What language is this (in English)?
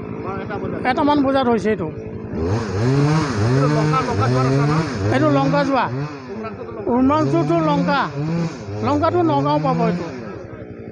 Karbi